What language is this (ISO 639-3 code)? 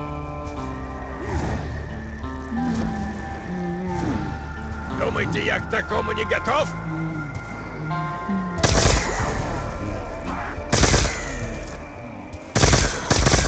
rus